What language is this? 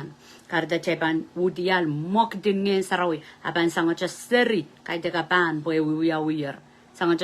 Pohnpeian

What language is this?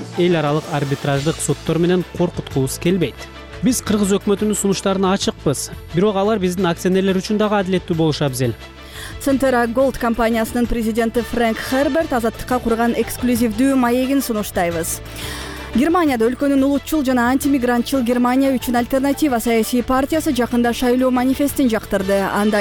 Kyrgyz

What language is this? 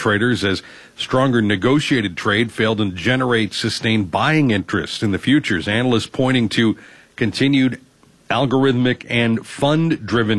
English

